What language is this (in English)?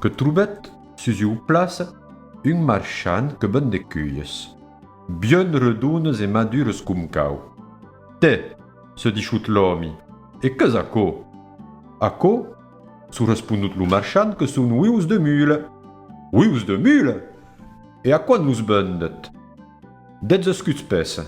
Occitan